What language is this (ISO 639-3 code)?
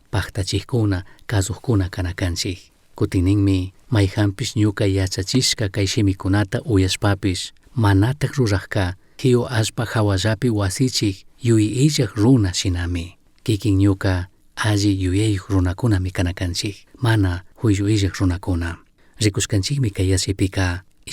qug